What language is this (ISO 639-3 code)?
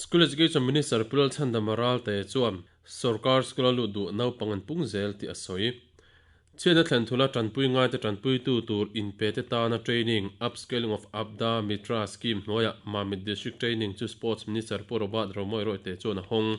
lus